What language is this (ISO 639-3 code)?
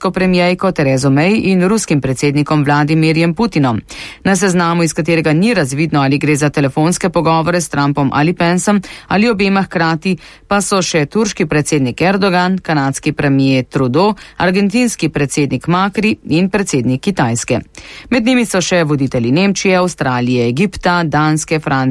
slv